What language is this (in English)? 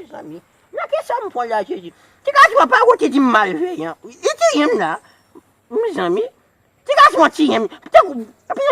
Haitian Creole